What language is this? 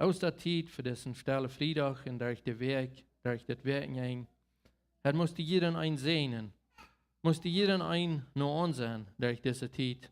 Plautdietsch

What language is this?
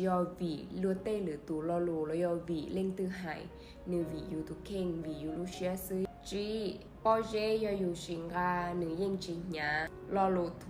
Hmong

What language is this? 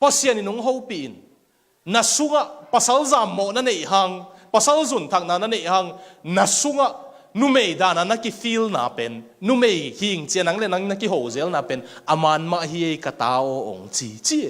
Tedim Chin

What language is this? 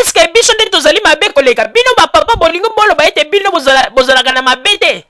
Lingala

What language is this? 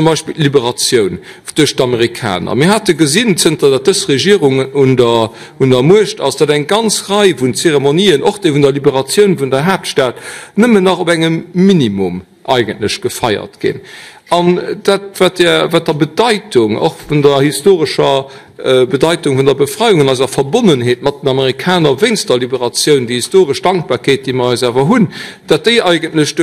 Luxembourgish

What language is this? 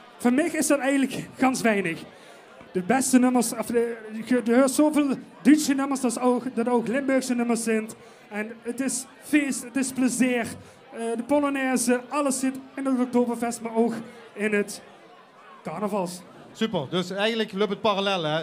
Limburgish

